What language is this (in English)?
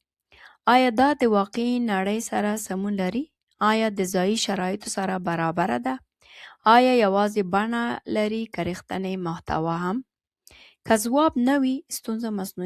Pashto